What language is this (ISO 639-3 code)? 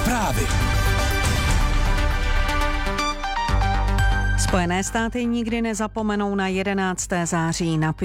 ces